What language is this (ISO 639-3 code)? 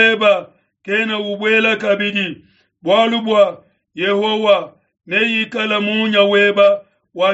lua